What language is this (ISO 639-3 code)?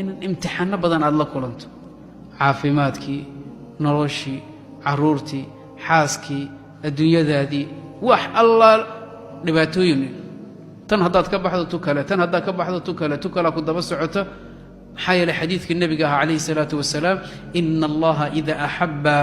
som